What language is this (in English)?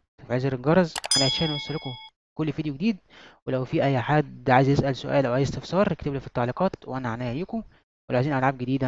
Egyptian Arabic